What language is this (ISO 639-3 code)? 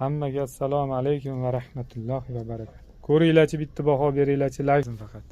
uzb